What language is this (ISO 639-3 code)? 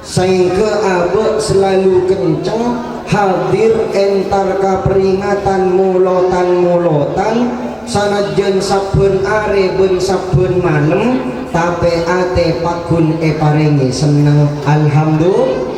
mad